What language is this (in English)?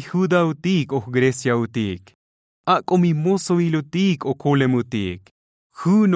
Tzotzil